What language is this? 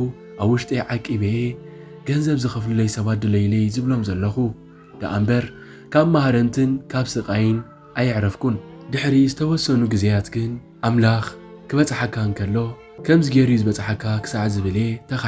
Tigrinya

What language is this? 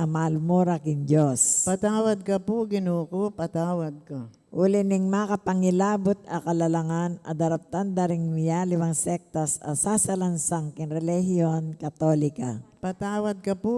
Pampanga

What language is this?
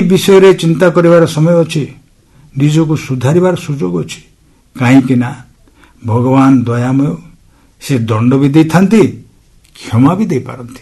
Odia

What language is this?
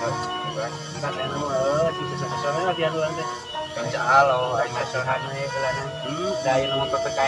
Sundanese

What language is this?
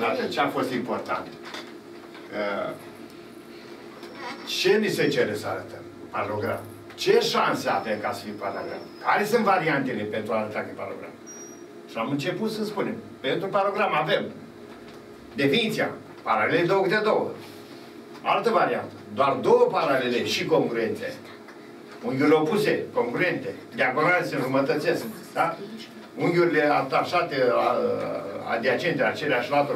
Romanian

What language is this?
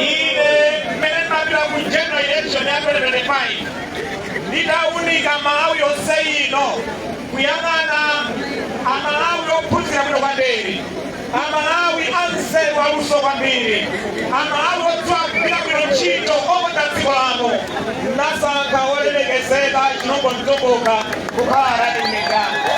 Nyanja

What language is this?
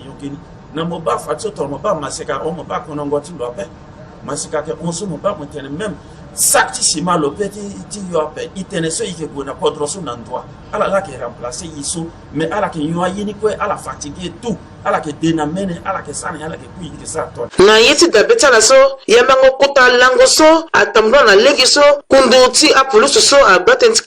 Sango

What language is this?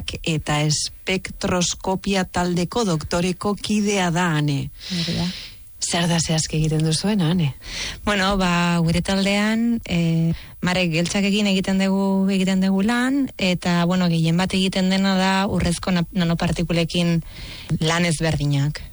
Basque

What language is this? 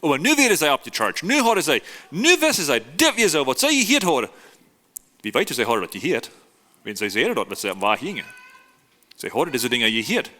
Plautdietsch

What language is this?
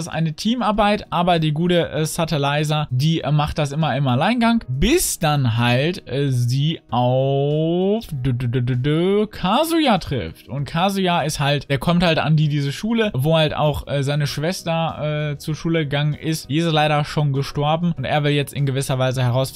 German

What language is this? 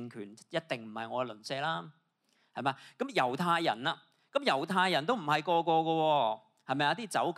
Cantonese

